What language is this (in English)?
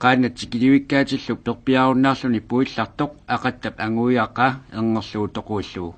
Kalaallisut